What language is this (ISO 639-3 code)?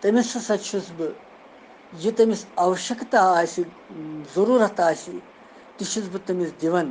kas